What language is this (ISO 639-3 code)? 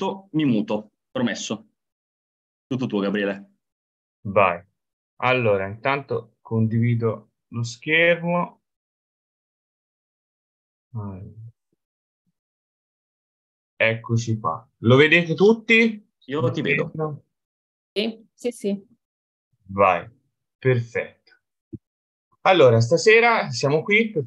ita